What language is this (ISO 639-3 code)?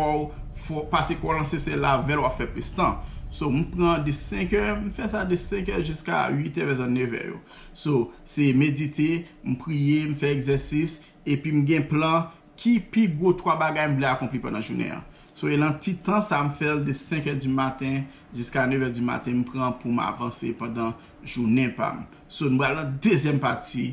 hat